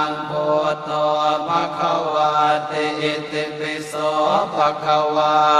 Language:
Pali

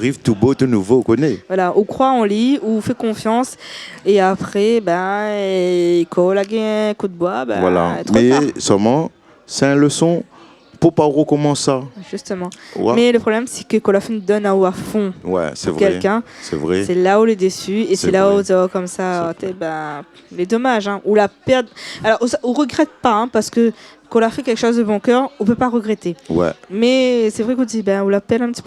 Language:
Réunion Creole French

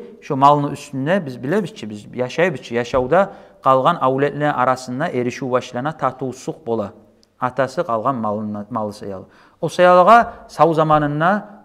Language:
Kumyk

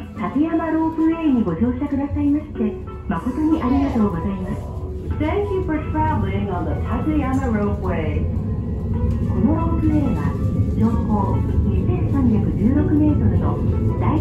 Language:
Japanese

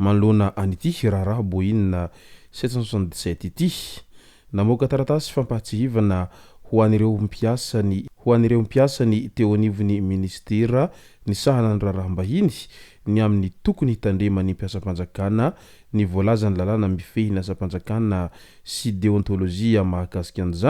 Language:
Malagasy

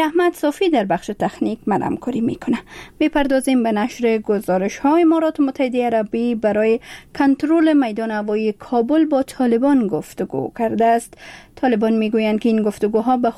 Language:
Persian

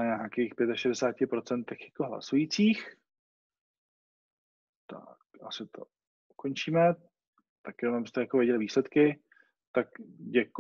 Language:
Czech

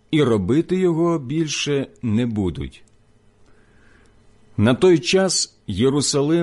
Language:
Ukrainian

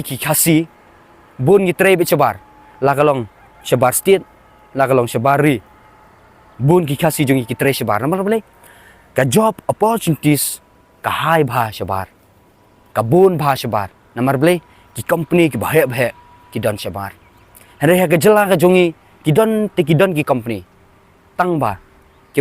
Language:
Khasi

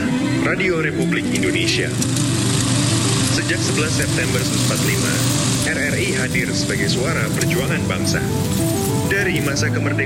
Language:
Indonesian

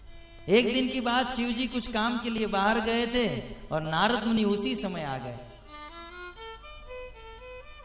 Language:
Hindi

